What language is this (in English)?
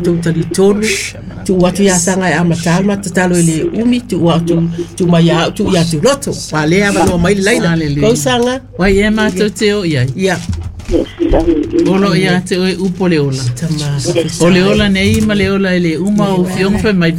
Samoan